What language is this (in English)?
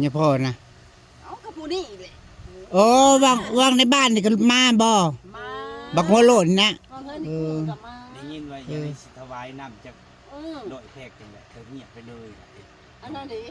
Northeastern Thai